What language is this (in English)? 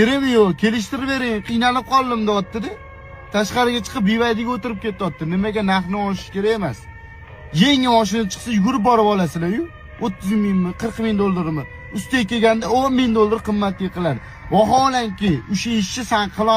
Uzbek